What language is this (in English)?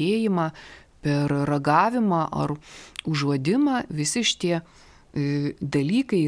Lithuanian